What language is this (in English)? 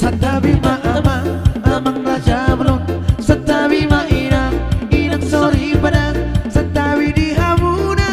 Batak Toba